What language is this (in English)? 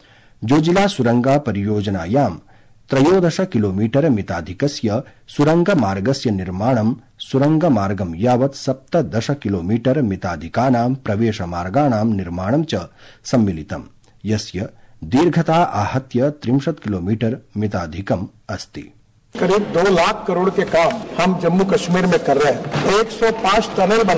Sanskrit